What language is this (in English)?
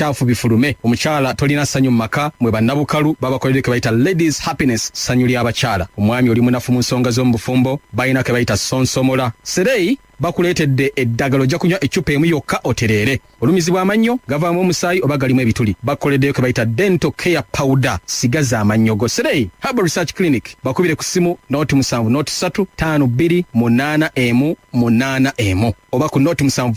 Ganda